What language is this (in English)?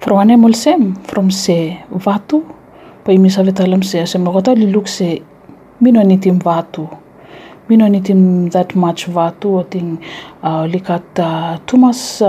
Bislama